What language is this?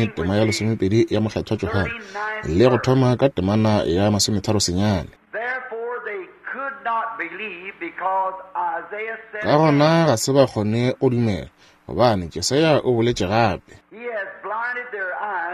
Northern Sotho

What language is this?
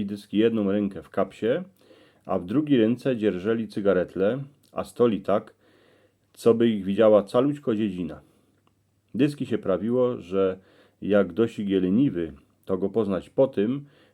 Silesian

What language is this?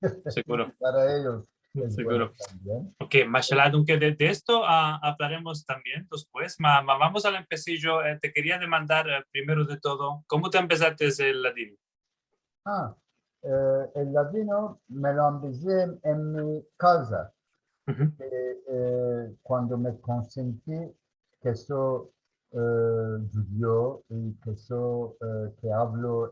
Ladino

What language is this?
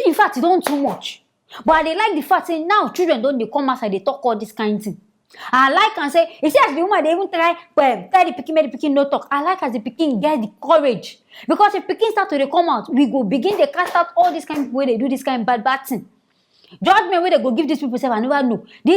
Nigerian Pidgin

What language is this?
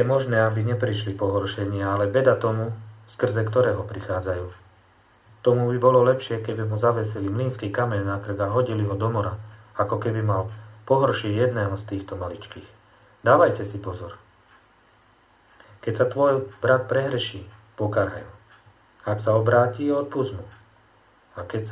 Slovak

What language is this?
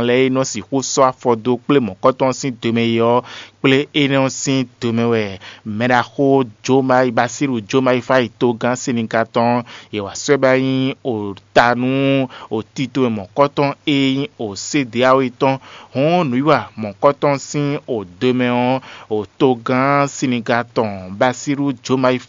Fon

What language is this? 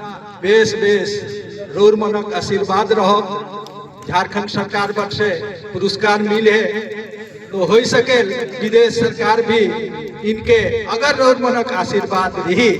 Sadri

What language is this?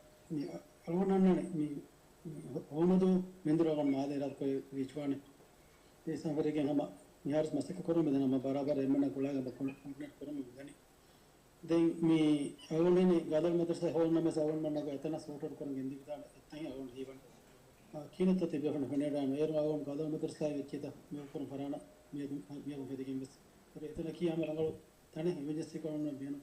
Divehi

